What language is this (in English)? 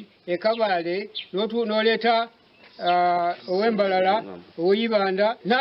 Nyankole